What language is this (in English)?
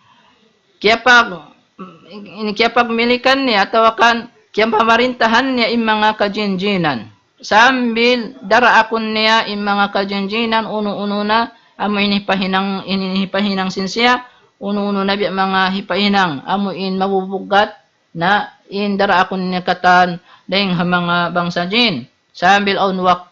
Tausug